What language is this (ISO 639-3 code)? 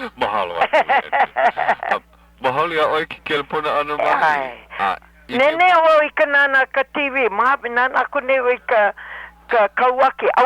haw